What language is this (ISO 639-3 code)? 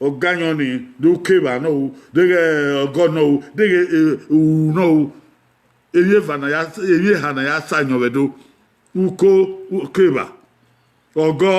bin